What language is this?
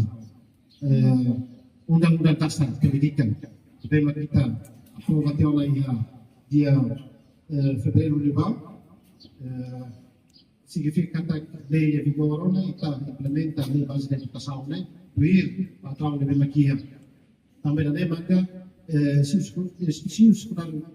Tetum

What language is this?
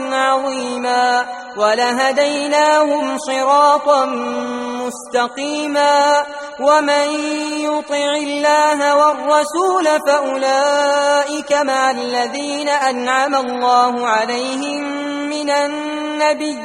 Arabic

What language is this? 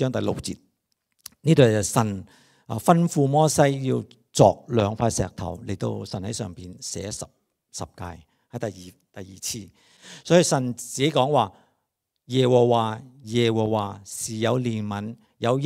Cantonese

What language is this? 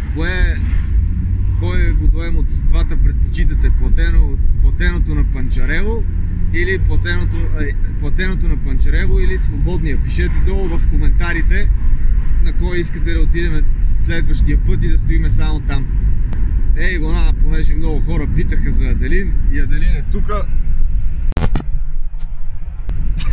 Bulgarian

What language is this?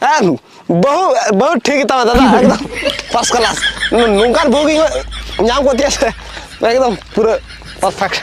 Santali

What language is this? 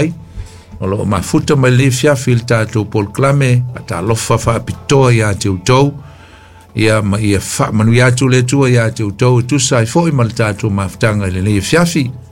Samoan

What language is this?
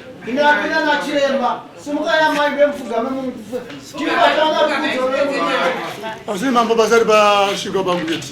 Shona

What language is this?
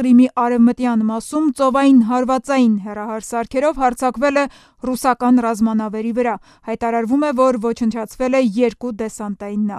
Armenian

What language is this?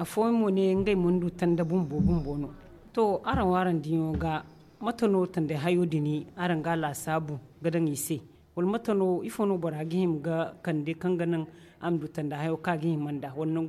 Zarma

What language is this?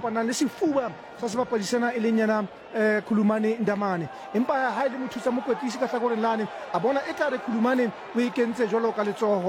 Southern Sotho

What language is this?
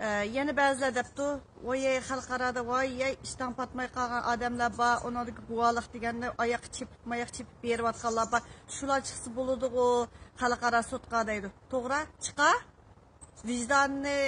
Uyghur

